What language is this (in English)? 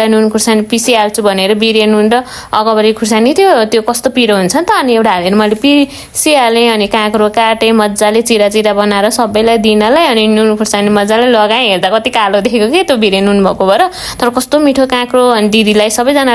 Nepali